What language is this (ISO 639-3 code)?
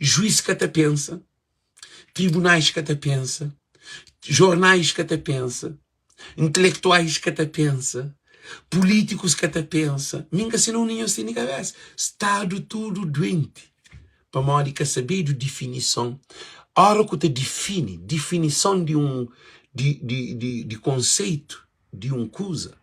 kea